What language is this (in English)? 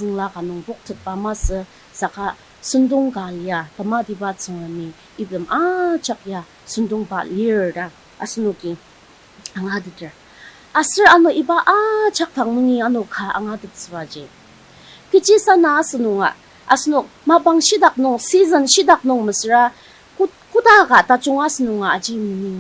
Ao Naga